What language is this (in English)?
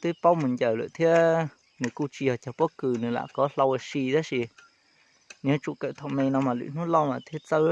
Hmong